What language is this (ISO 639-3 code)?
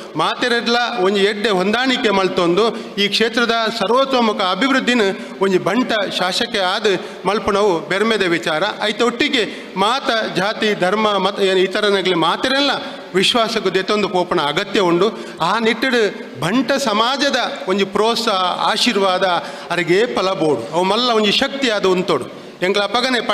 tcy